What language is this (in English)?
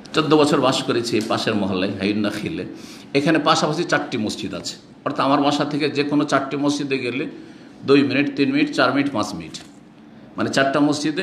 Bangla